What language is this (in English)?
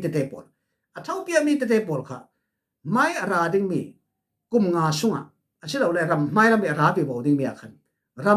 Falam Chin